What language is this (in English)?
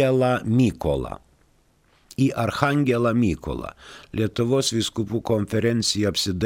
Lithuanian